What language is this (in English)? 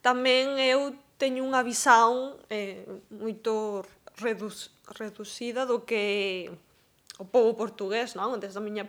Galician